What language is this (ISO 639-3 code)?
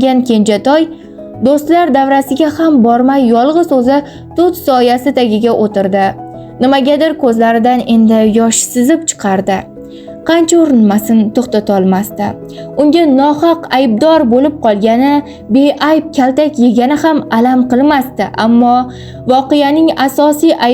uzb